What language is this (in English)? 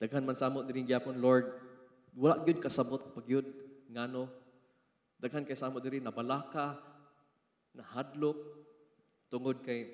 Cebuano